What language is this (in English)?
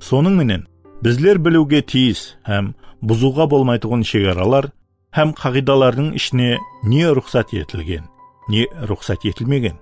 Kara-Kalpak